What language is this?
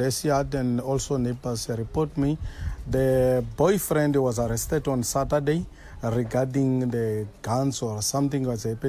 Afrikaans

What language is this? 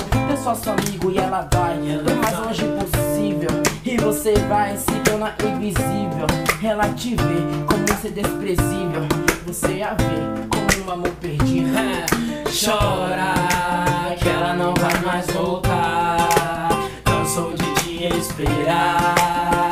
Portuguese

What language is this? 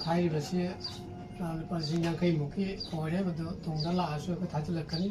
Manipuri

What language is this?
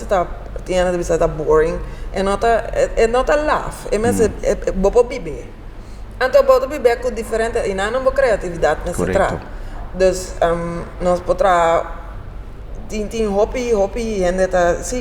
Papiamento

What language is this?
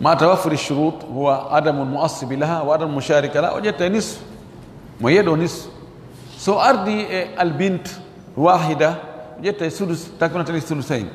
Fula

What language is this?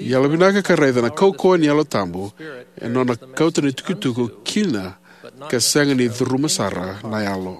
Fijian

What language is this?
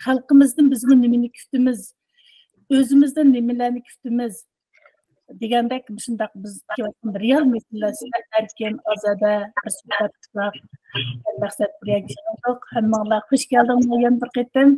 Uyghur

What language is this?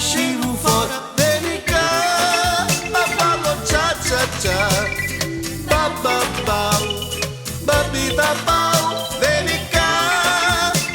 Neapolitan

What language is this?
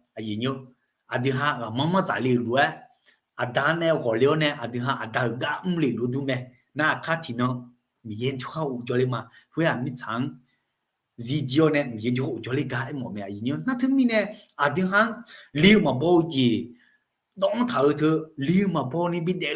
Akha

